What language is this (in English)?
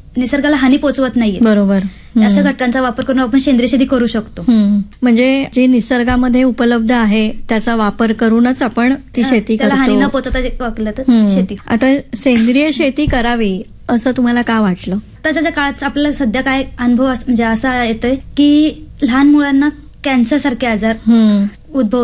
Marathi